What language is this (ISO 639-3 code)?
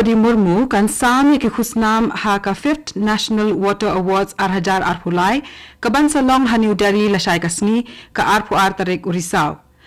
kha